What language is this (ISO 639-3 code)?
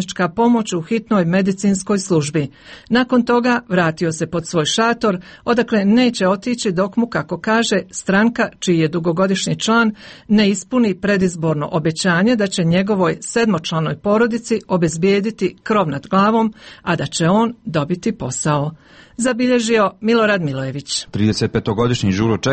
hrv